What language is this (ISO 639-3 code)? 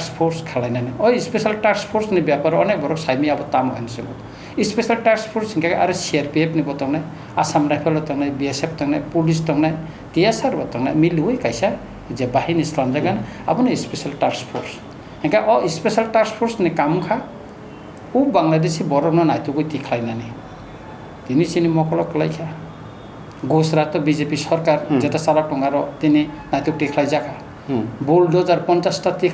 trp